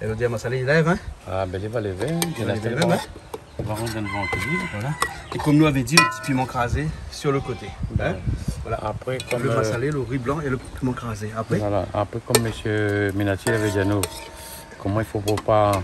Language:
Réunion Creole French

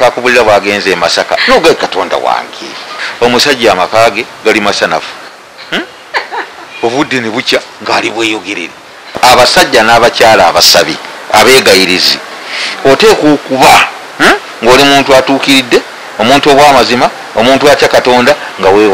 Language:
Ganda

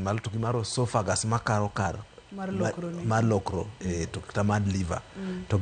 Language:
Luo (Kenya and Tanzania)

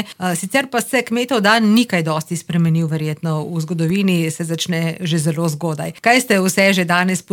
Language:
Slovenian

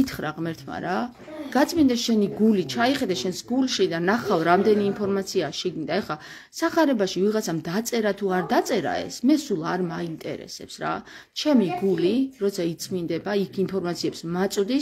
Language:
Georgian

